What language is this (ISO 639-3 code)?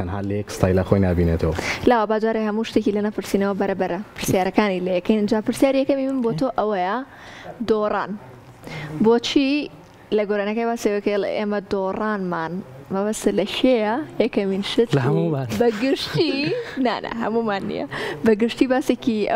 ckb